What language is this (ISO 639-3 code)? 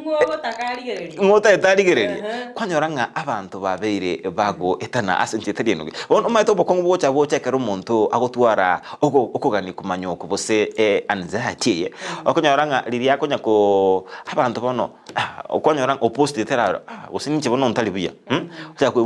guz